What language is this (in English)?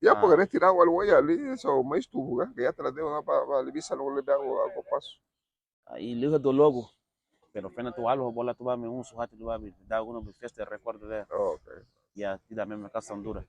Garifuna